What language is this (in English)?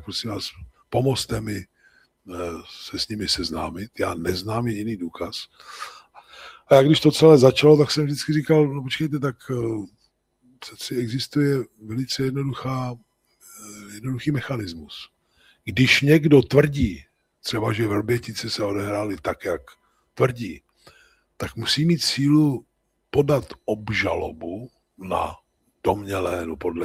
Czech